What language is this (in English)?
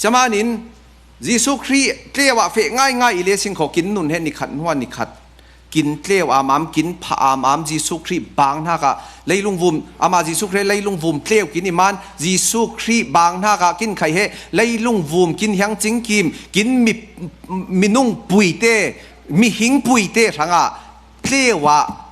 Falam Chin